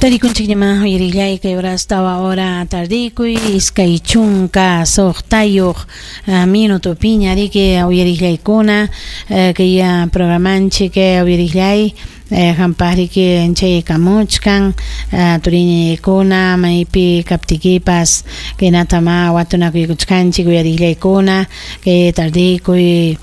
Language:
Ayacucho Quechua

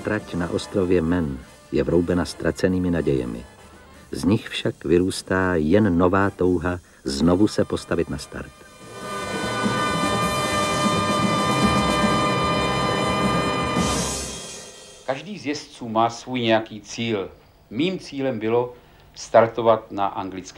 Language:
Czech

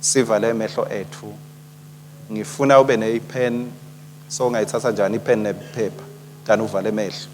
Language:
Swati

